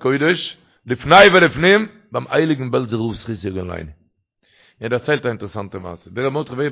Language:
Yiddish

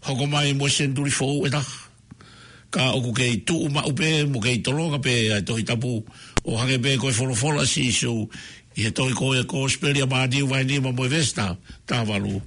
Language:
Tongan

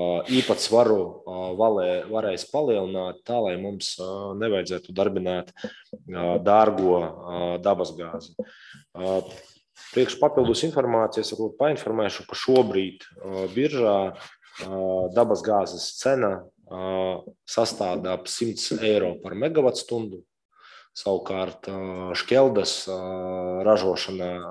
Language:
Latvian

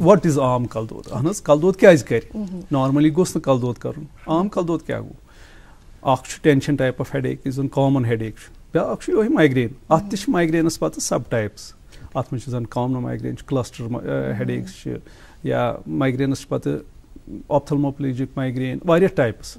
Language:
Kashmiri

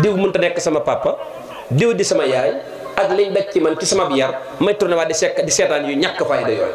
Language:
Wolof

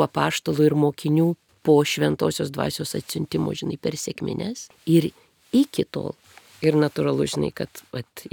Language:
Lithuanian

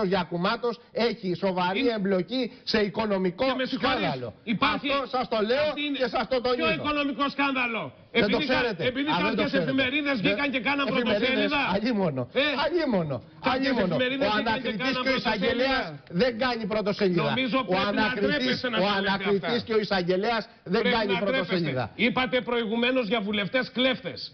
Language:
Greek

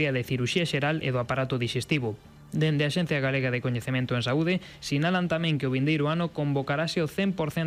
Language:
Galician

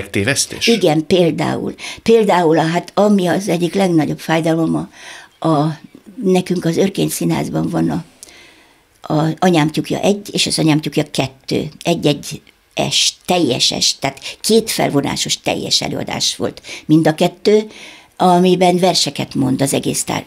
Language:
Hungarian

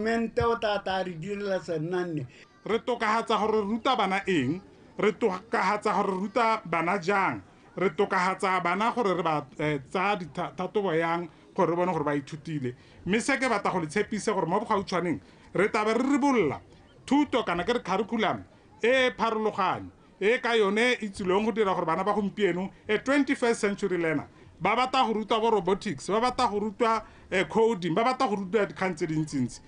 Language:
Tswana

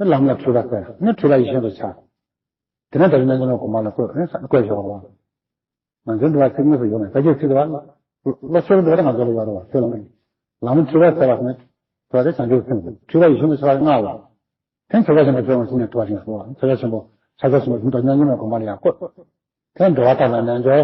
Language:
Tibetan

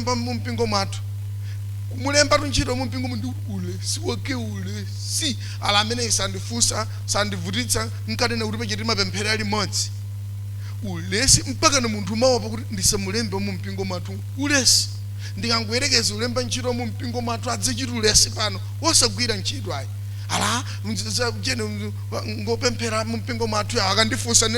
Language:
Nyanja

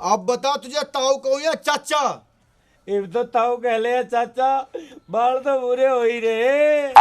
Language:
Haryanvi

